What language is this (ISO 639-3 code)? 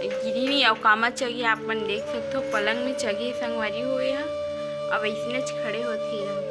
hne